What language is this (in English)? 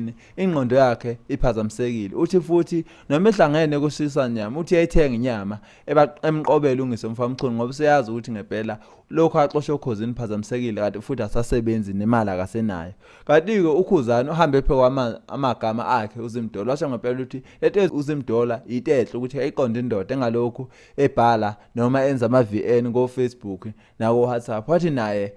Zulu